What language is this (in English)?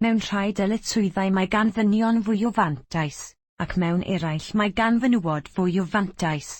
Welsh